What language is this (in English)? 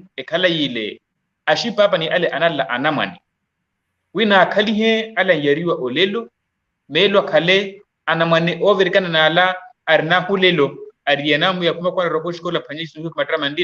Makhuwa